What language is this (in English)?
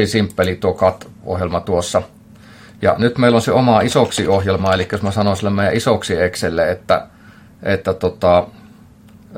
Finnish